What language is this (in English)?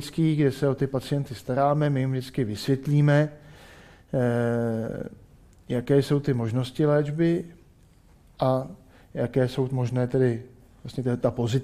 Czech